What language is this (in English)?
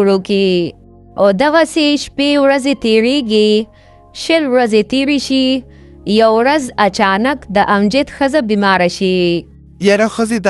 Pashto